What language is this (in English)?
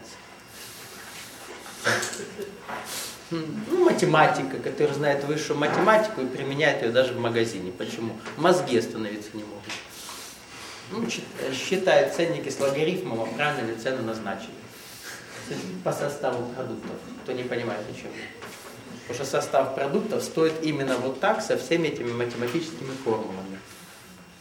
Russian